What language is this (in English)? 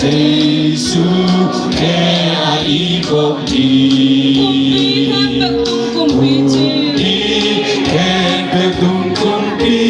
Tedim Chin